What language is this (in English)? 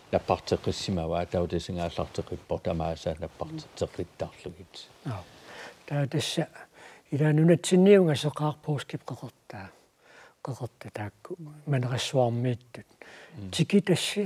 Kalaallisut